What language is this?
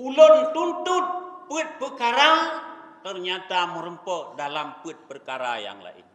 Achinese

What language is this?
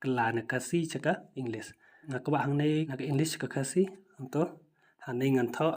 Khasi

